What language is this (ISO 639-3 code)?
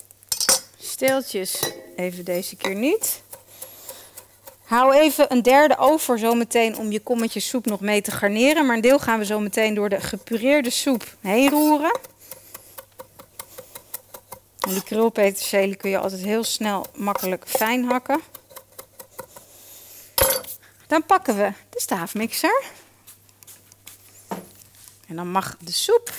nld